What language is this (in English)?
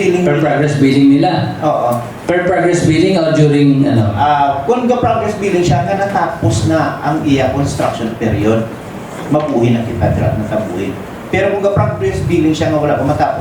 Hiligaynon